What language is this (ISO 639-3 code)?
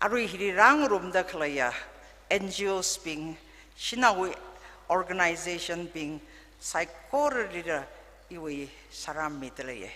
nmf